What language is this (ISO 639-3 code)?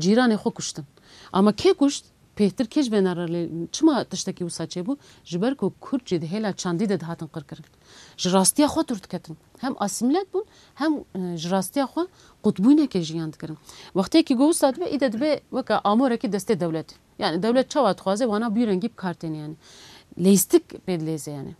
kur